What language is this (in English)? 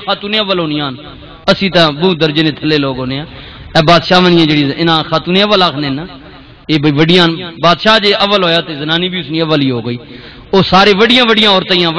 Western Panjabi